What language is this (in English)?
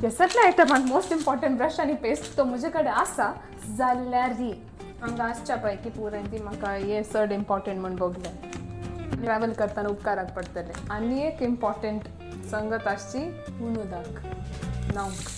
Konkani